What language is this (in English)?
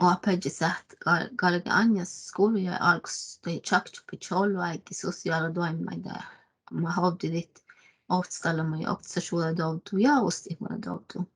Northern Sami